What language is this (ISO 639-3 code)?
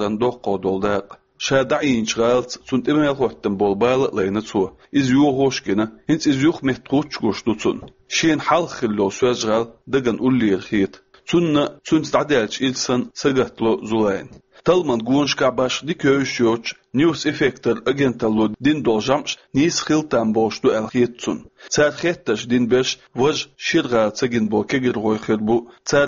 che